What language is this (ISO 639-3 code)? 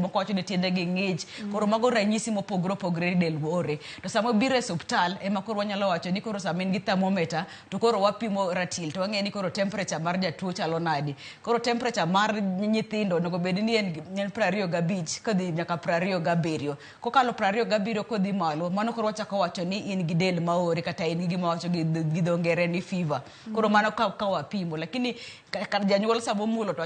luo